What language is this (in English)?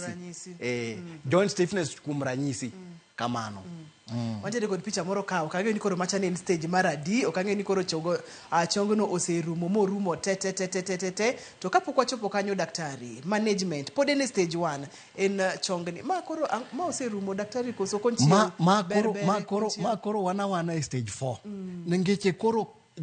Luo (Kenya and Tanzania)